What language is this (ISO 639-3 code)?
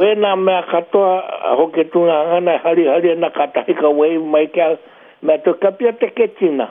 mri